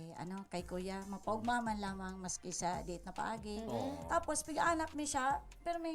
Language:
Bikol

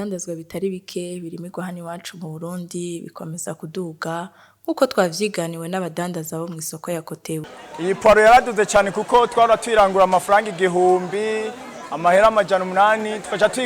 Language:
Rundi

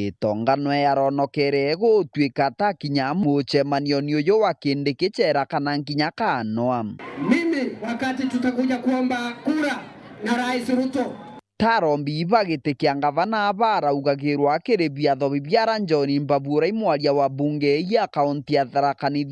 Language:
Meru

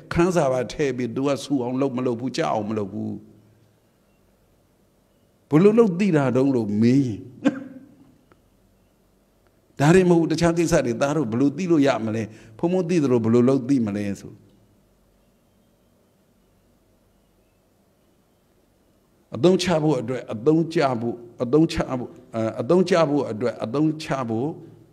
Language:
Burmese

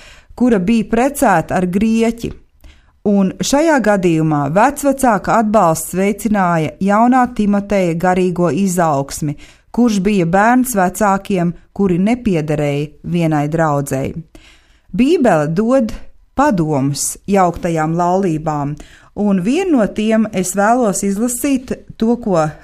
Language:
Latvian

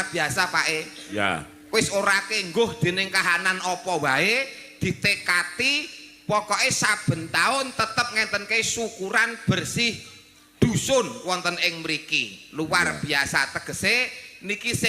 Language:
Javanese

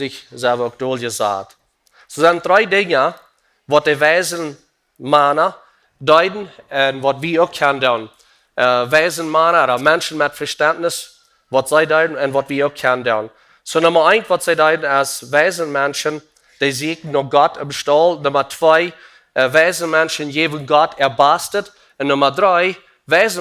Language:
Plautdietsch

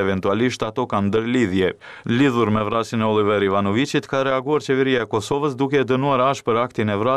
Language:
Albanian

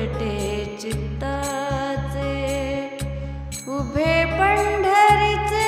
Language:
Marathi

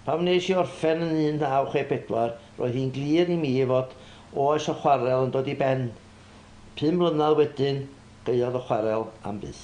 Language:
Welsh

